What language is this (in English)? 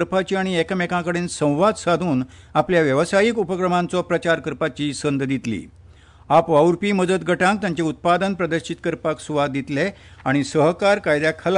Konkani